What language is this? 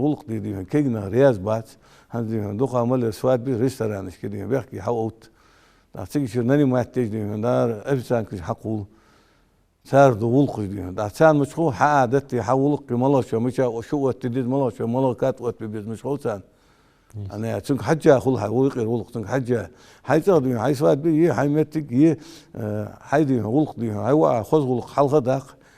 Ingush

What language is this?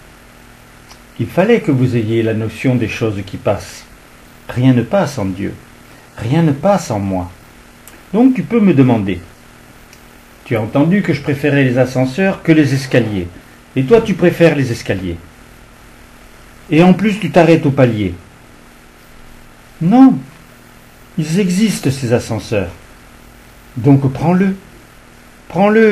French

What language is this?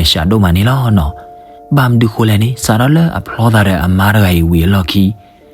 S'gaw Karen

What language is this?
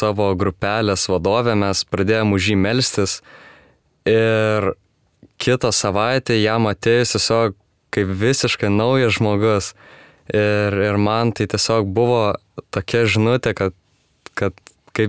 Lithuanian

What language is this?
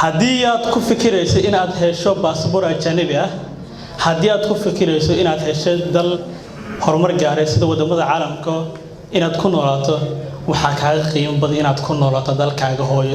Somali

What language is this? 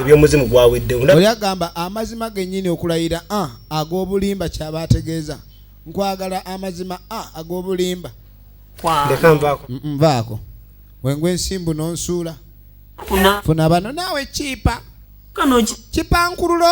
Ganda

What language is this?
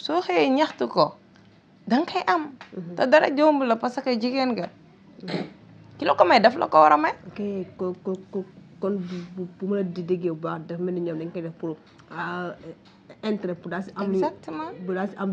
Wolof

